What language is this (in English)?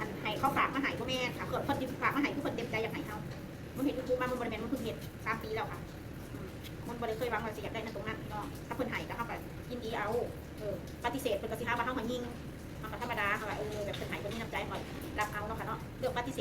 Northeastern Thai